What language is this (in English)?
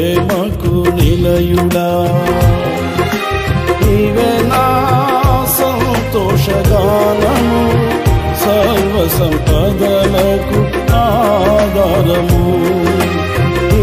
Telugu